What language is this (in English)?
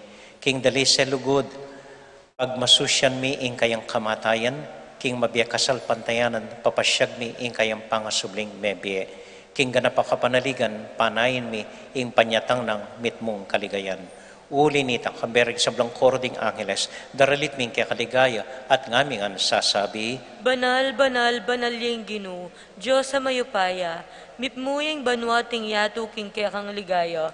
Pampanga